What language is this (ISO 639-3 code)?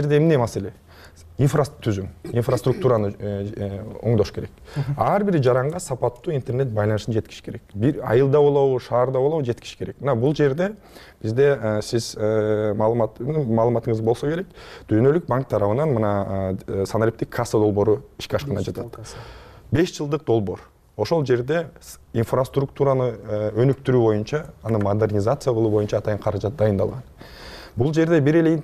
kir